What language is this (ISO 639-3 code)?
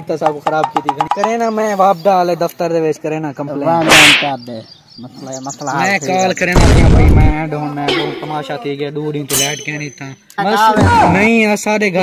skr